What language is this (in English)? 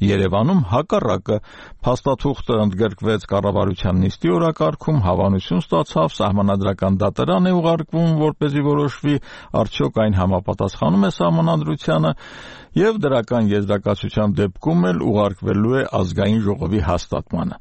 Armenian